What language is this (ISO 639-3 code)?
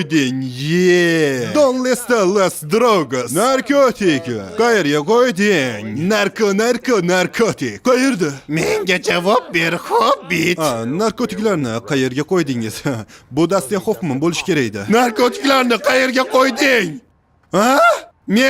uzb